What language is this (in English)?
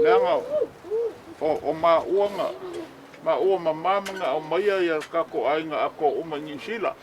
Samoan